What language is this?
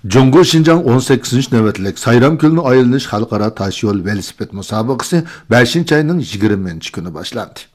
Uyghur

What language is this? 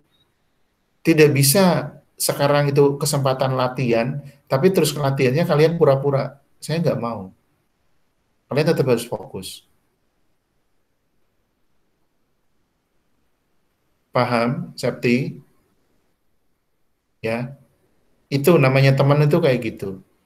Indonesian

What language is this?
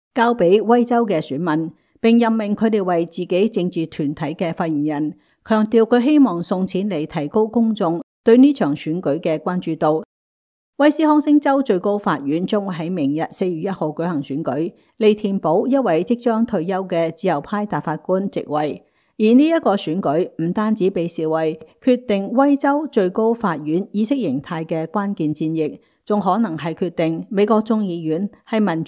Cantonese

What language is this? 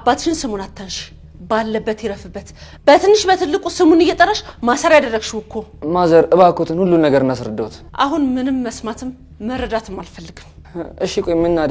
Amharic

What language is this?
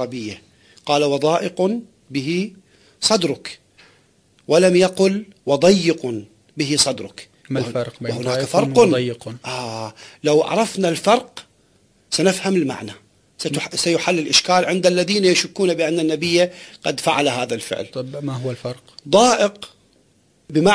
Arabic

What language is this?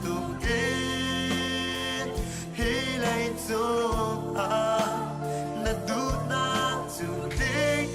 Hakha Chin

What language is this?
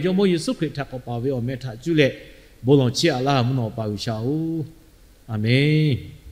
Lahu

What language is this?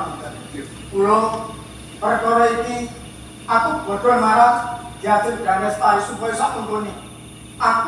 Javanese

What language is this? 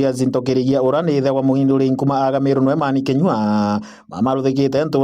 Meru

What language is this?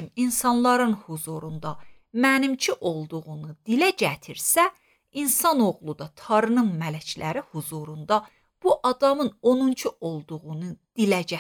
Azerbaijani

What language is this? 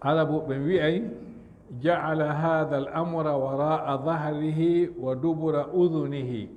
Fula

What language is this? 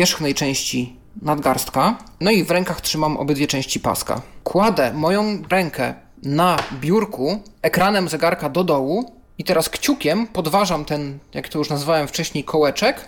Polish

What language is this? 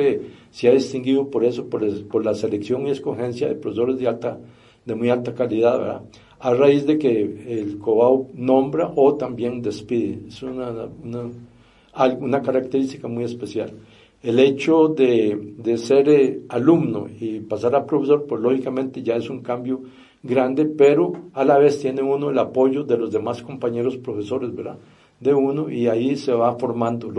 Spanish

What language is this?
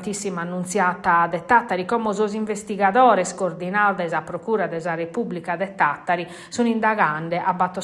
Sardinian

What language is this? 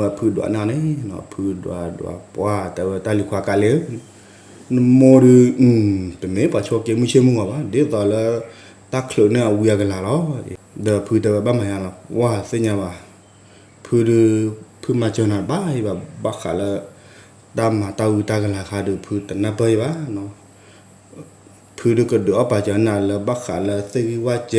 S'gaw Karen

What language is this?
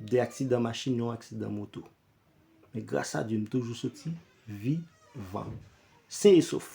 Haitian Creole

